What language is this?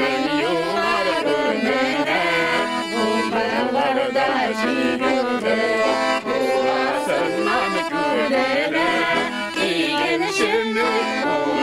Tatar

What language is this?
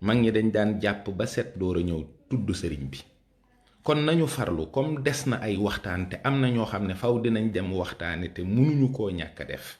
Wolof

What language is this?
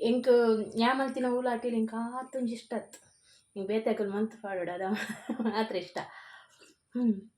Tulu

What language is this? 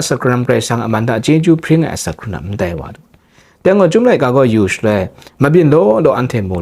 Kachin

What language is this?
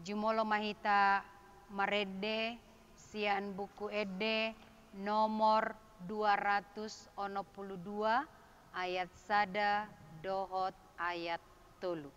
Batak Toba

